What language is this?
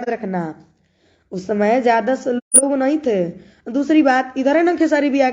Bhojpuri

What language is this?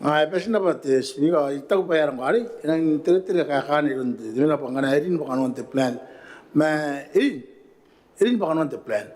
Gilbertese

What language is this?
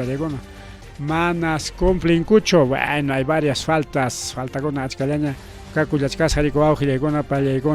Ayacucho Quechua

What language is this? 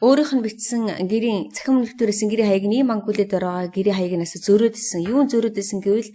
Mongolian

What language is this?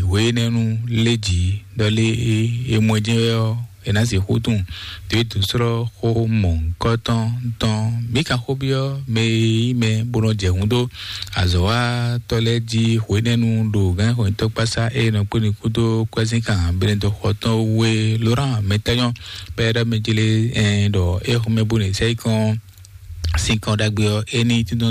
Fon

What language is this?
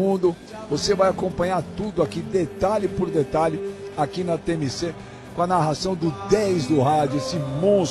Portuguese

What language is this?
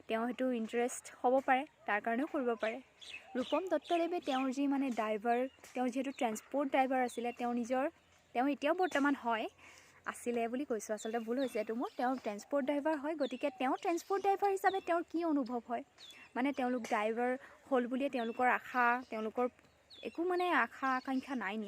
Assamese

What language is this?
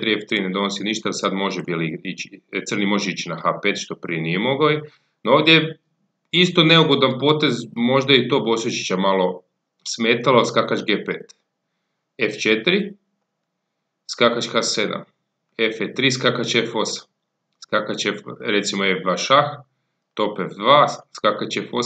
Croatian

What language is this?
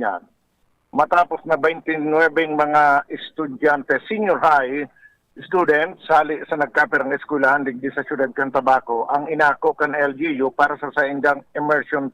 Bikol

